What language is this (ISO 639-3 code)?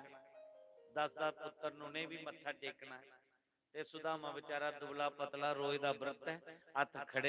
doi